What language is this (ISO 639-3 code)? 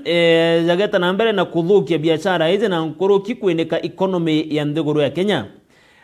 mer